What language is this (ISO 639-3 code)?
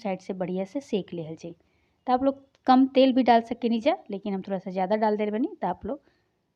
bho